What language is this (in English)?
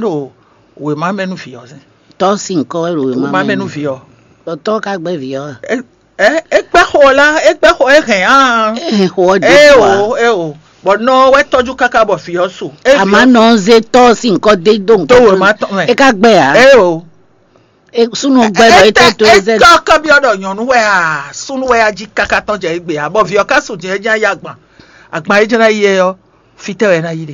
Fon